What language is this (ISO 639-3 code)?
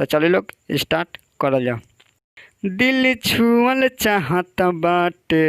bho